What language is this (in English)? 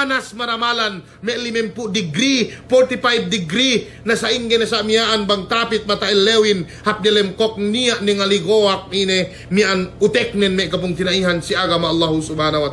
Yakan